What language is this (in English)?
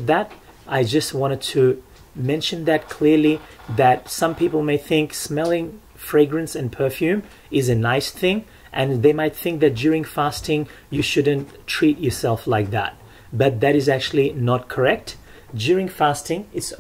English